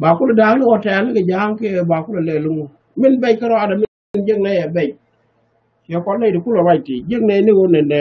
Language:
Nuer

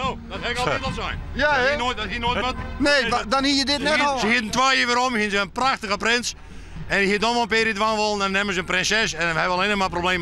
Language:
Western Frisian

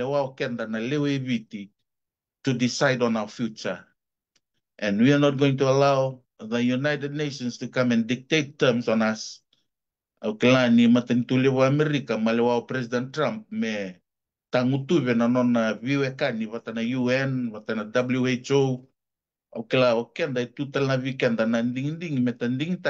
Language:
Fijian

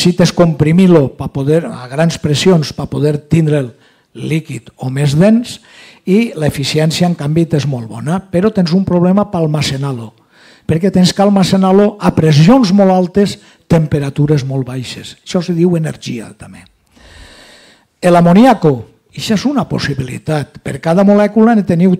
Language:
Catalan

